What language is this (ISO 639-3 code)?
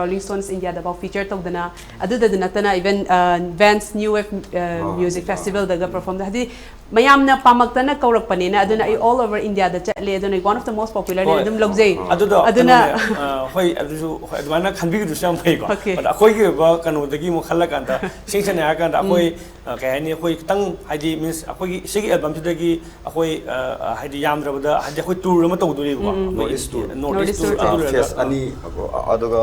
mni